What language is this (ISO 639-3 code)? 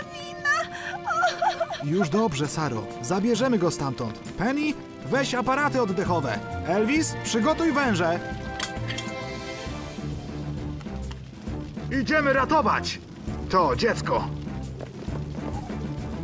pol